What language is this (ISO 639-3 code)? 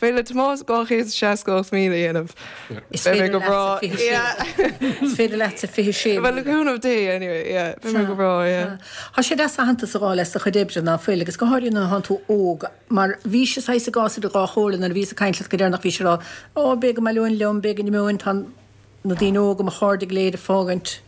gle